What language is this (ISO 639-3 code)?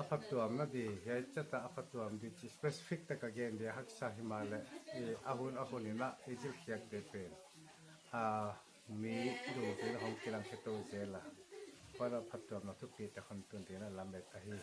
pck